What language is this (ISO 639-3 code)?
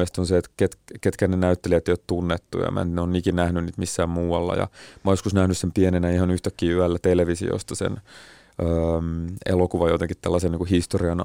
fin